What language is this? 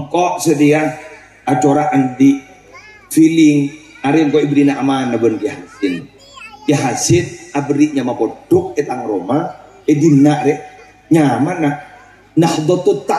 Madurese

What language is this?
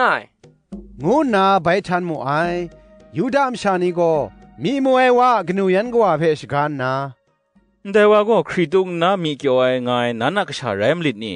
Kachin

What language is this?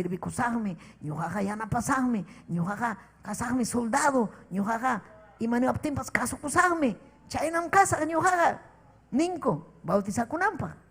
Ayacucho Quechua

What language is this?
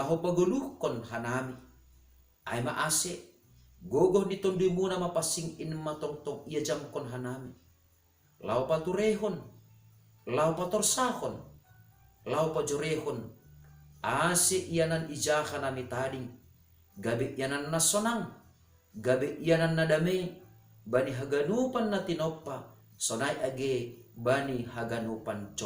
Batak Simalungun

